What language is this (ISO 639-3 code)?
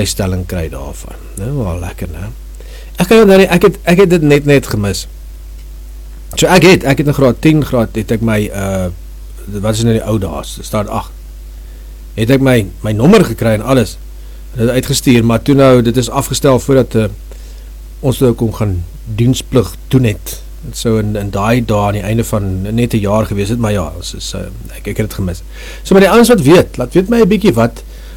afr